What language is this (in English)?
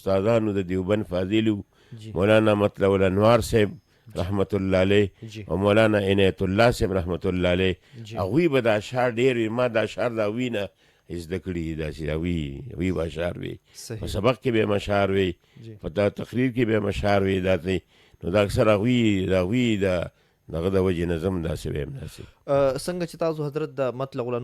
Pashto